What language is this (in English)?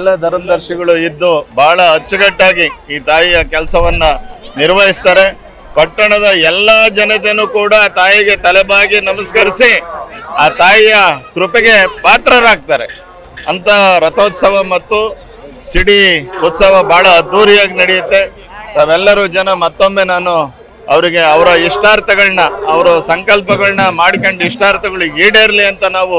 Kannada